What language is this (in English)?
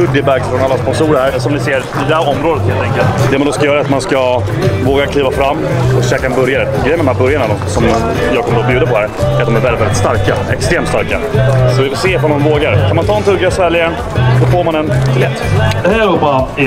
Swedish